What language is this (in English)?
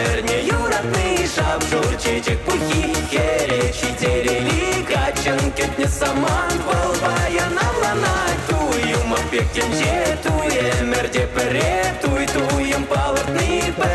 Chuvash